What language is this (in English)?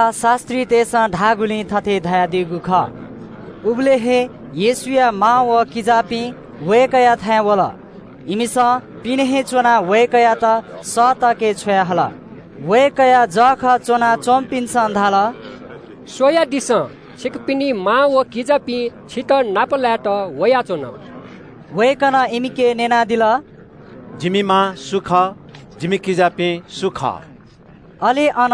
Newari